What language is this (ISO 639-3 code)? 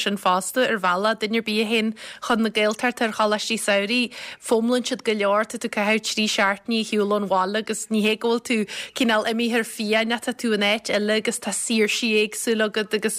gle